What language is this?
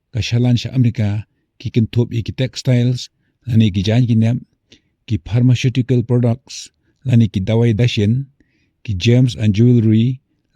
Khasi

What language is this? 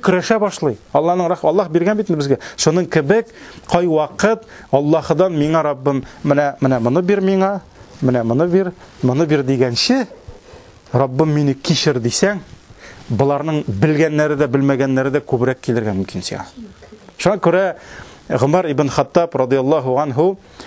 Tatar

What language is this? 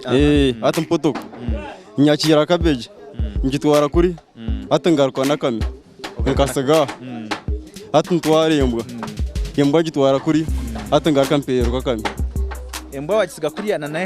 Nyankole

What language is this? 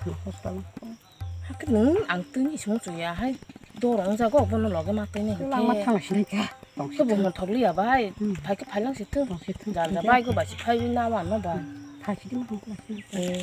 Kok Borok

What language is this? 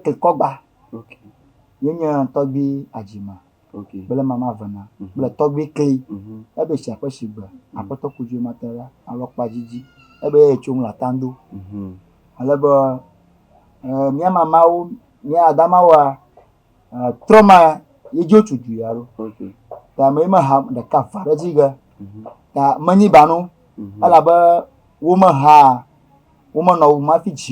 Ewe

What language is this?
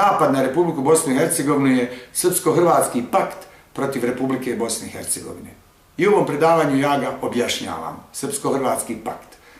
Bosnian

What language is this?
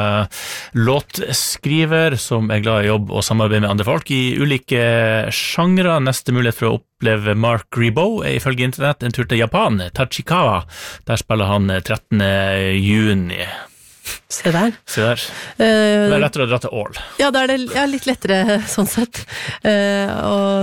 Norwegian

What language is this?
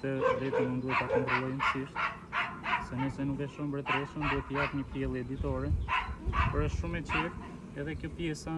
Albanian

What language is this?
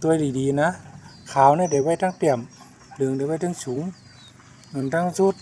Shan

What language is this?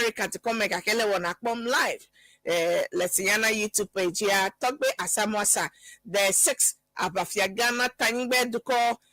Ewe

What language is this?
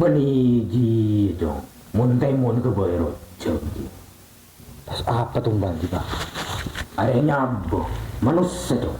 Madurese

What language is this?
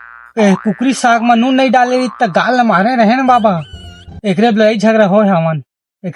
Chhattisgarhi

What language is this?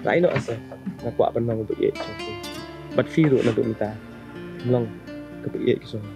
Khasi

